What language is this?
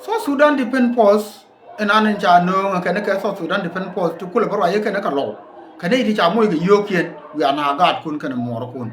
Nuer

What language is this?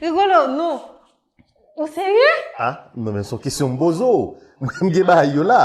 Haitian Creole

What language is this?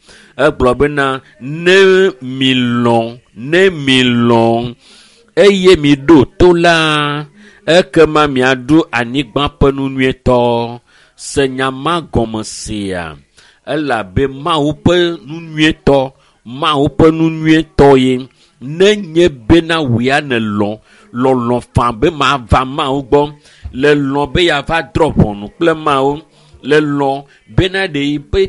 Ewe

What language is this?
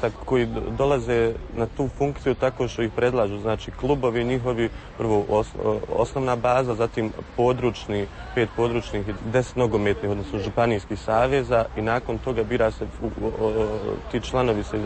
Croatian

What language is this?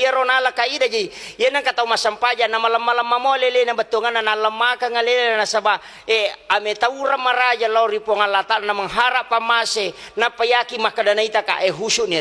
Buginese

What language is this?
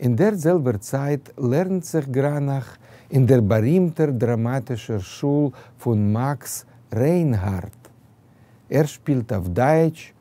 Yiddish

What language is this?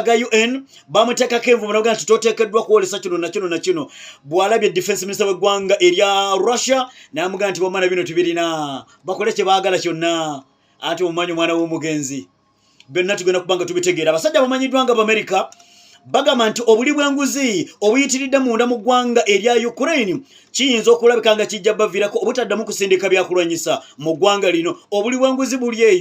Ganda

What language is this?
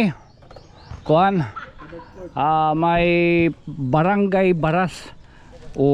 Waray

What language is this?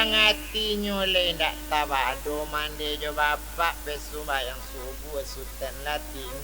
Minangkabau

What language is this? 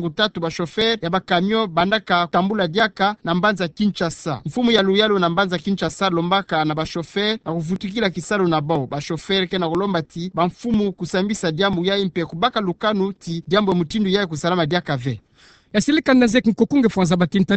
Kituba (Democratic Republic of Congo)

